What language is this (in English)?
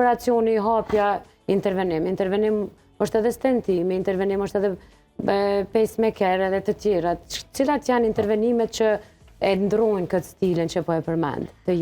Albanian